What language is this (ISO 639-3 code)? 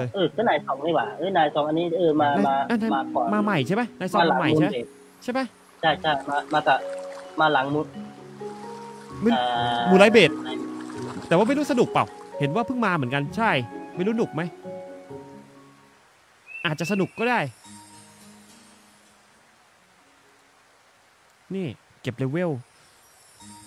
tha